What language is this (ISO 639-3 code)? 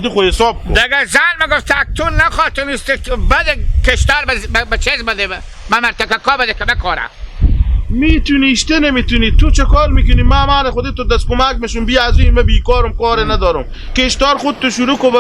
haz